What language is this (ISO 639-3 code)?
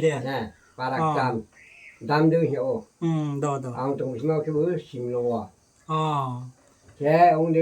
ria